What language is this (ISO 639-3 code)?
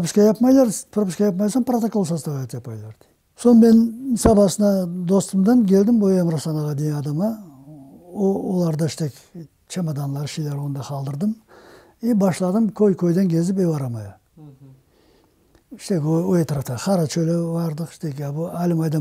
crh